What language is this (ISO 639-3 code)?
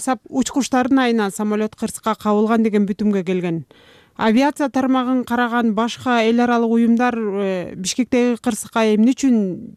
kir